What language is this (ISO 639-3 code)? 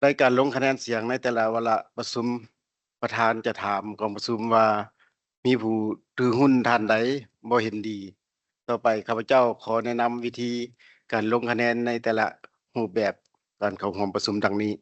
lao